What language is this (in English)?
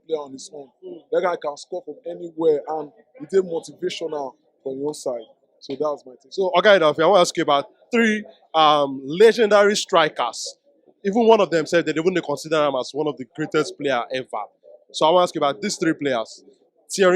Nigerian Pidgin